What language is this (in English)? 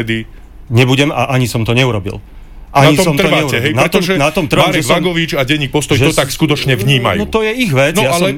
Slovak